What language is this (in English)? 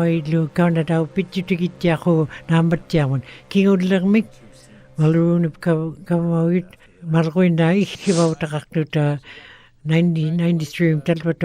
Western Canadian Inuktitut